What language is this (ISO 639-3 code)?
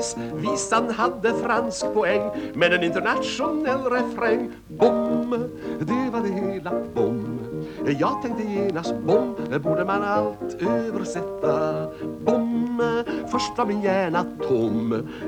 swe